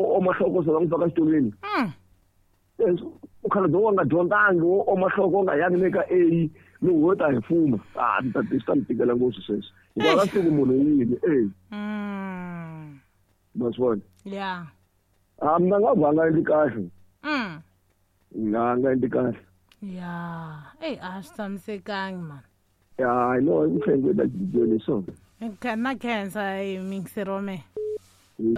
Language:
Tsonga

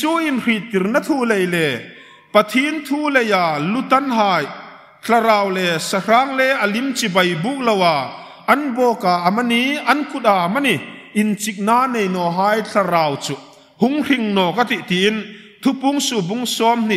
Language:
Hmar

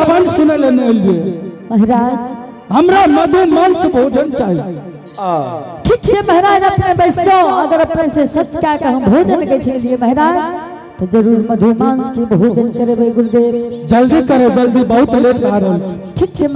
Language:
Angika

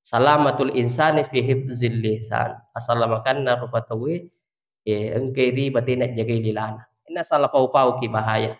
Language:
Buginese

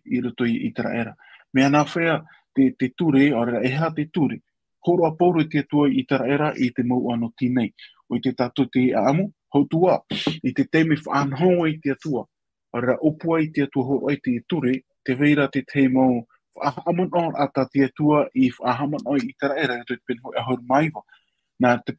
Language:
Tahitian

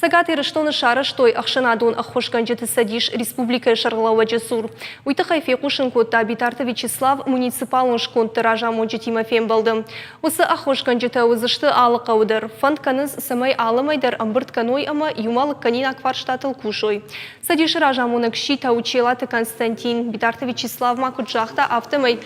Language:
Ossetic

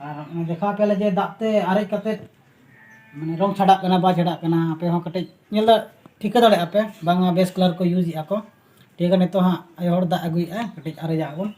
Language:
Santali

